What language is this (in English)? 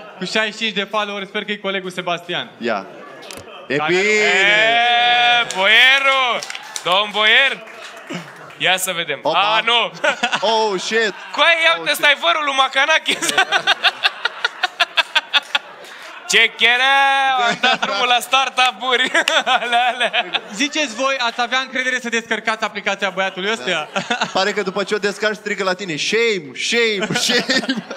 Romanian